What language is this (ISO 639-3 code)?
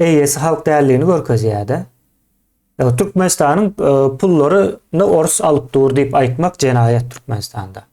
tuk